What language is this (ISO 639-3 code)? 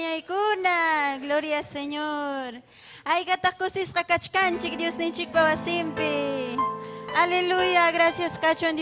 quy